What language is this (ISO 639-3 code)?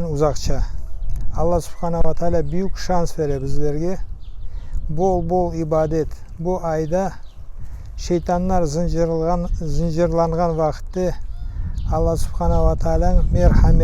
crh